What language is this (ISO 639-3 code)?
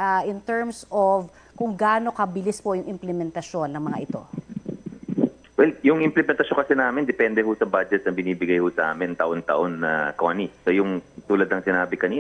fil